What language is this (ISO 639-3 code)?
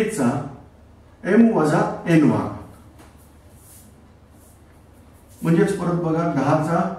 mar